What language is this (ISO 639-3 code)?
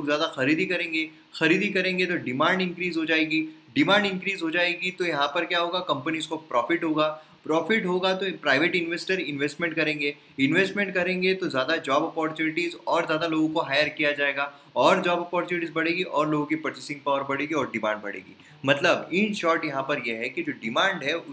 hin